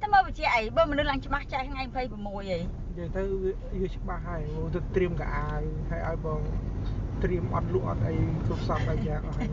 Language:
Khmer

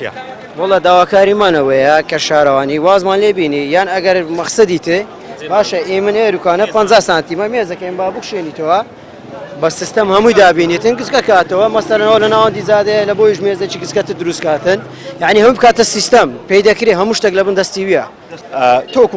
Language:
Central Kurdish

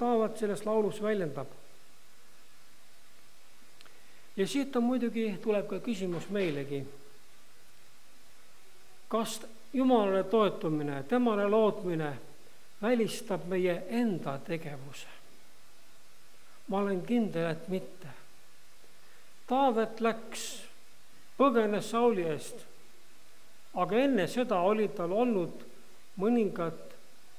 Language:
Estonian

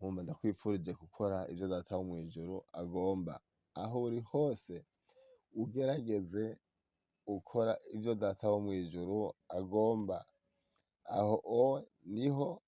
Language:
Rundi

